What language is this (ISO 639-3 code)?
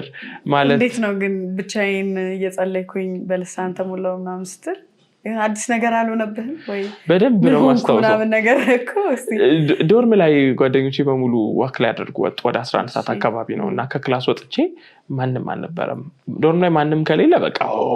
amh